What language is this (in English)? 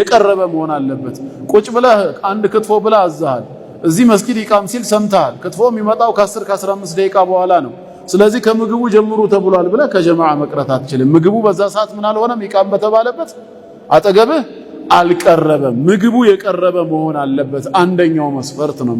Amharic